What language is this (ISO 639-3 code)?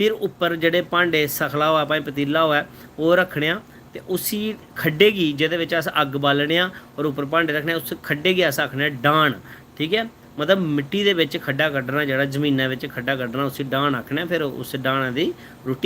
doi